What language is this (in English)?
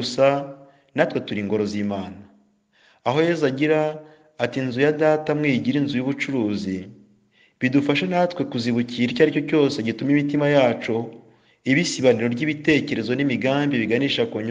Kinyarwanda